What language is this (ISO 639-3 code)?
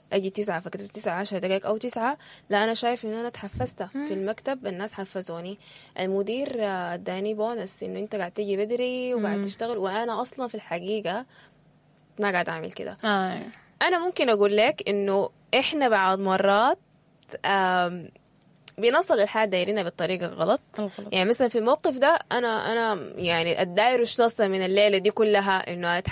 apd